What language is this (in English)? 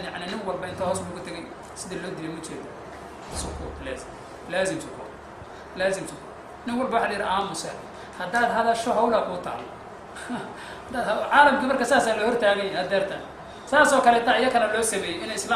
Somali